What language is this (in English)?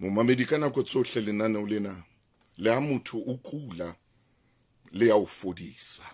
Southern Sotho